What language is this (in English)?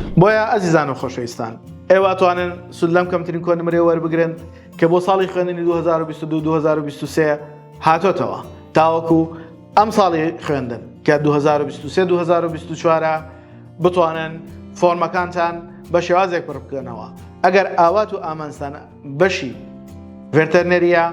Central Kurdish